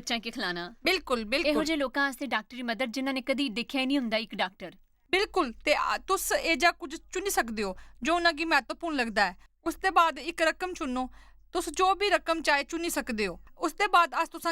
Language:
Dogri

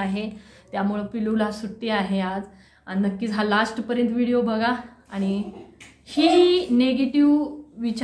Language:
Marathi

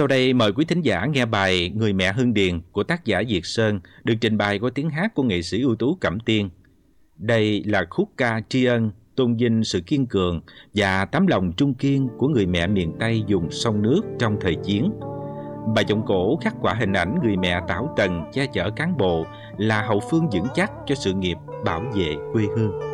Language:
Vietnamese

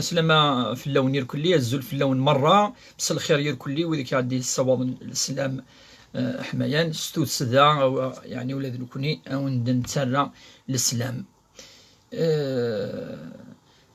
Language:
Kabyle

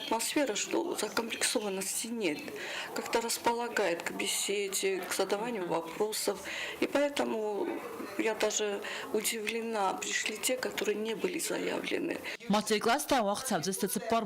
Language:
Ossetic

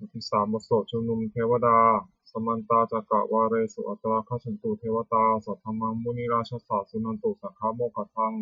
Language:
Pali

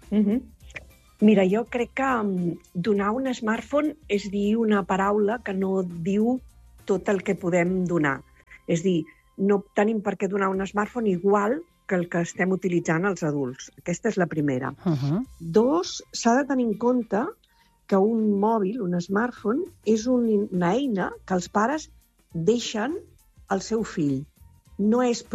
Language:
Catalan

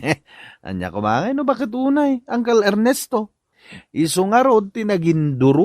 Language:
Iloko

